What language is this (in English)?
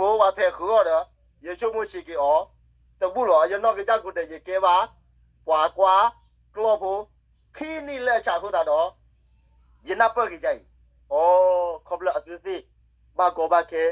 S'gaw Karen